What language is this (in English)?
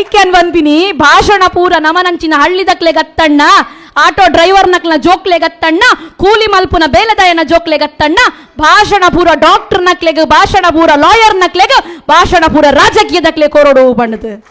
Tulu